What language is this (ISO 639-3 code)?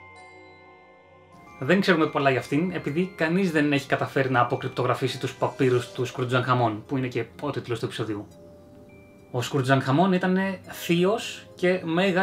ell